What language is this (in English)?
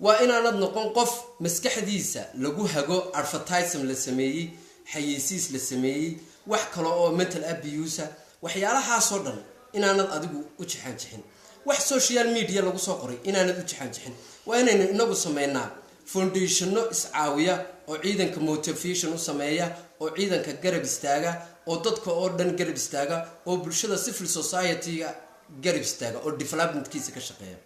Somali